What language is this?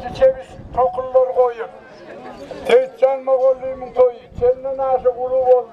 Turkmen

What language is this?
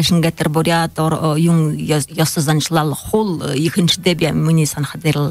Buriat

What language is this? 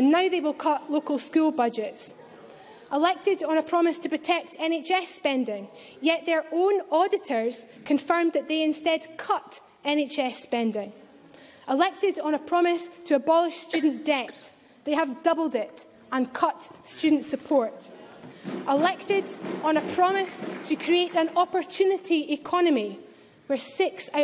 English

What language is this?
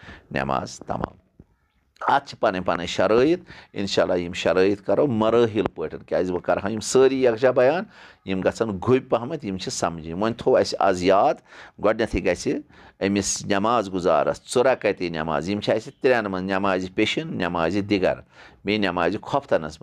Kashmiri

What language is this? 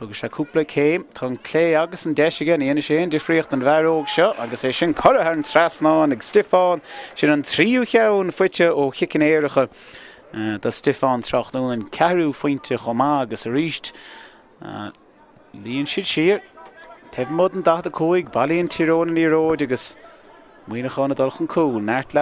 Irish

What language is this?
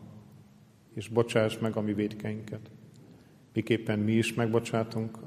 Hungarian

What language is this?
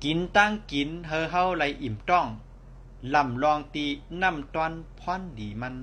Shan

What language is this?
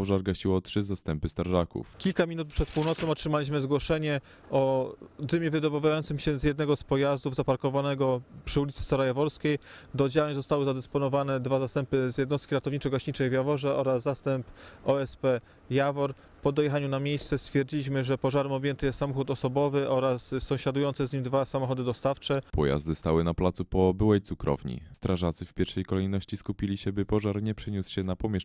Polish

